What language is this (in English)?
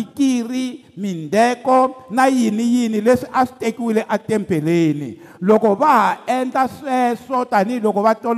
Tsonga